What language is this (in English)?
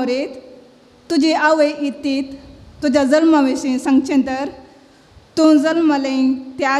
Konkani